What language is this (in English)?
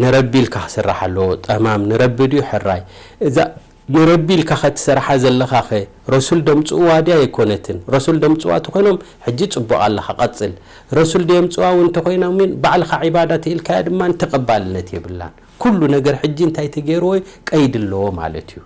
Tigrinya